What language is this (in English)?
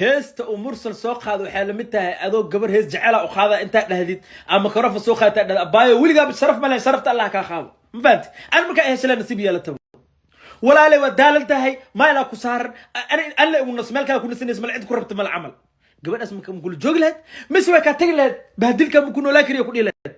Somali